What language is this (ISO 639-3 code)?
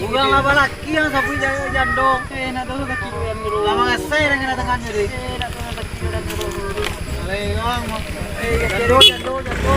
min